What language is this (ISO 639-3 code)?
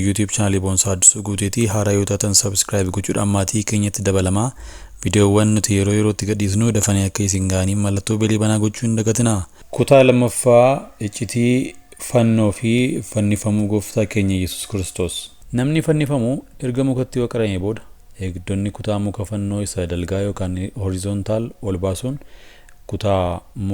orm